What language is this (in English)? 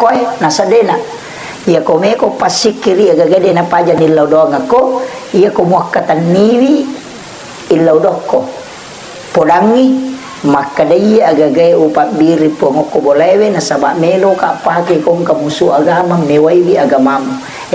Buginese